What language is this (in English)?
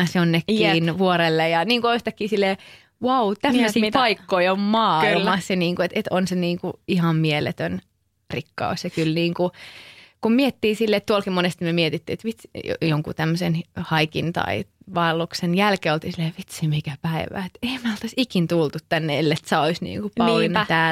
Finnish